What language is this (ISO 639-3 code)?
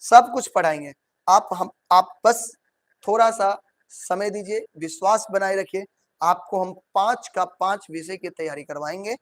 mai